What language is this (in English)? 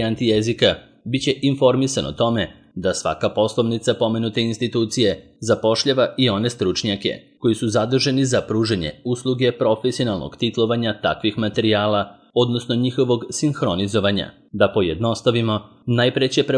Serbian